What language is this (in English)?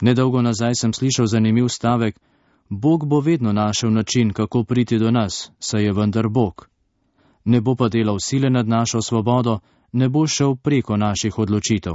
Slovenian